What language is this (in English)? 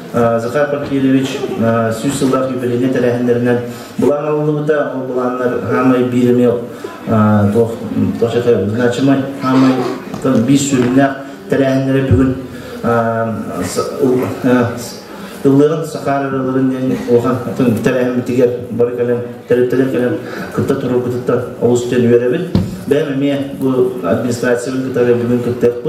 Yakut